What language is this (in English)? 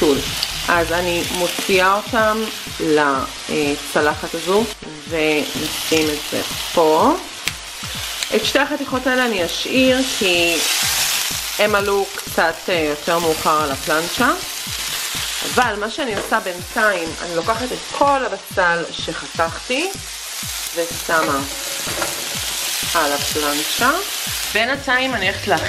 Hebrew